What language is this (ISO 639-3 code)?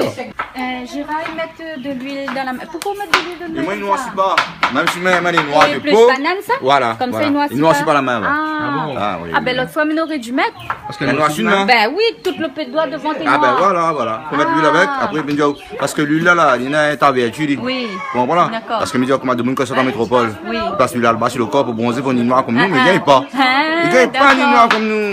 rcf